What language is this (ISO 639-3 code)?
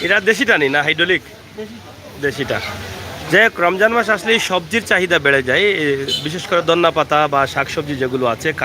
syl